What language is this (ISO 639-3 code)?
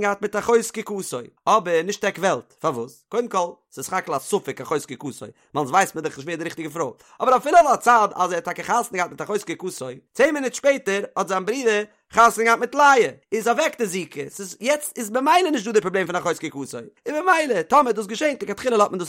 yid